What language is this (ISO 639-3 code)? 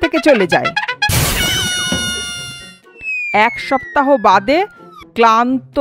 ben